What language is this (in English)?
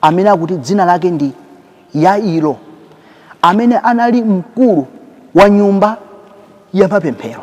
Nyanja